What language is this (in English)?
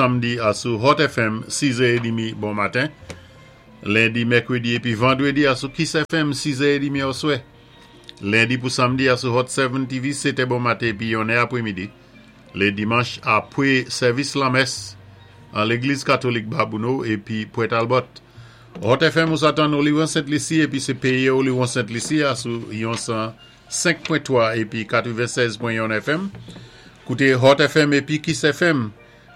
Saint Lucian Creole French